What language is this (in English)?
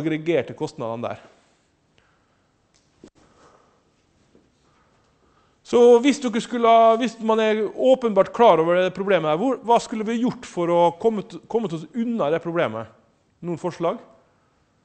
Norwegian